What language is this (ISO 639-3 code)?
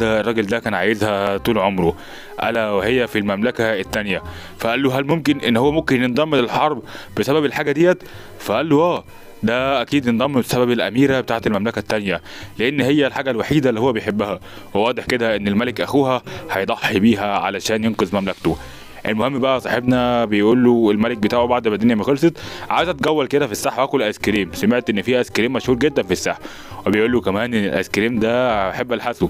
arz